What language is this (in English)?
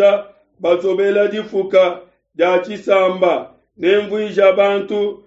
Luba-Lulua